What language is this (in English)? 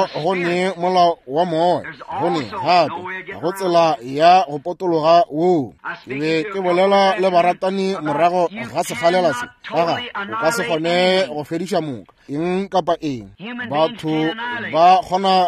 Northern Sotho